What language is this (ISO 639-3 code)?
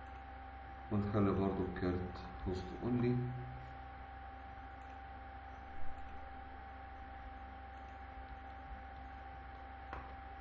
arz